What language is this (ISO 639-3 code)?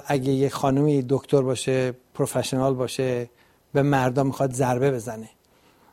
fas